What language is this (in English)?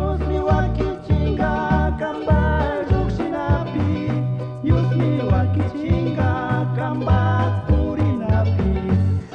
Chimborazo Highland Quichua